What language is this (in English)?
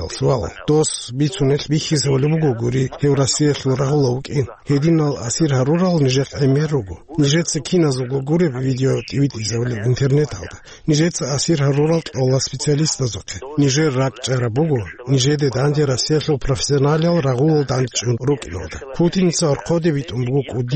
Avaric